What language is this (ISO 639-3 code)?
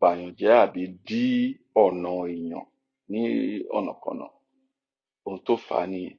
yor